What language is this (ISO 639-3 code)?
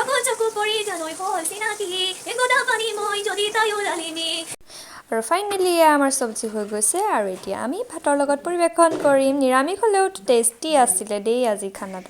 asm